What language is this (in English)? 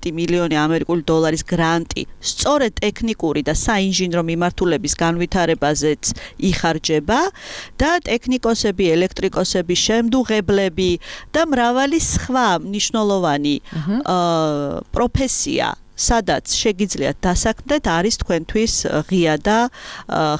Georgian